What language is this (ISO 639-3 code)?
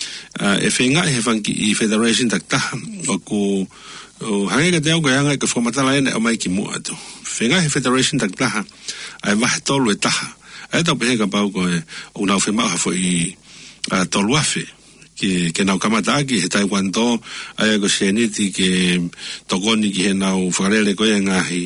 ton